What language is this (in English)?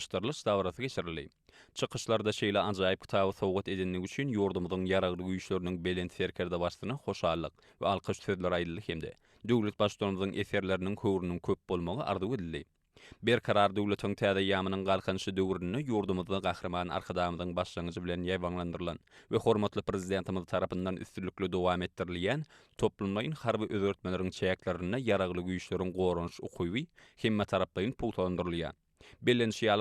Turkmen